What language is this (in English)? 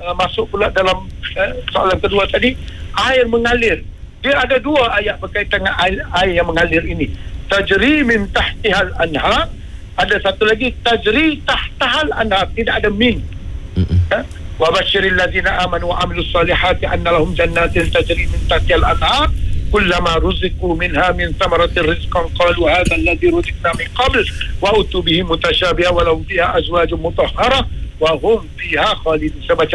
Malay